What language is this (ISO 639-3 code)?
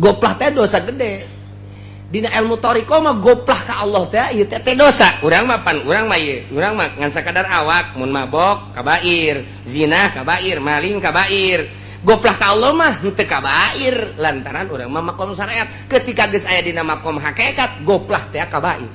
sun